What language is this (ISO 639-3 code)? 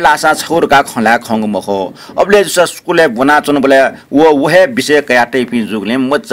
new